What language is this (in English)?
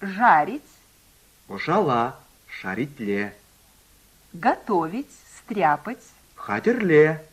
Chuvash